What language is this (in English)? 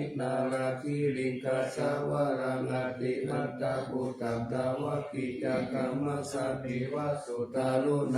Pali